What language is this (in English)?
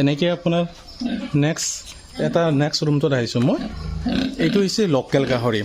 Assamese